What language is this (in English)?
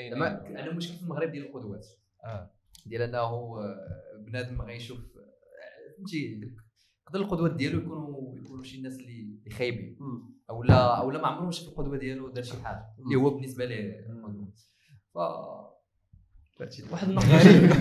Moroccan Arabic